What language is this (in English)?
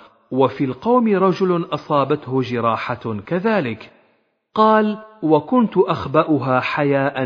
Arabic